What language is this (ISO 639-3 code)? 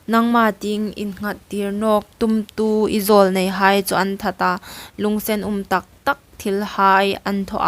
hmr